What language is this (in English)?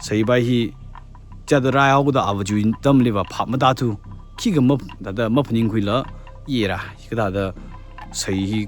Tangkhul Naga (India)